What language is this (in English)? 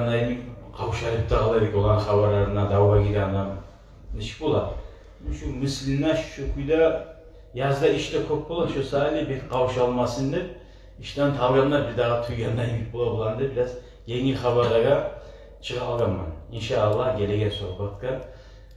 Kumyk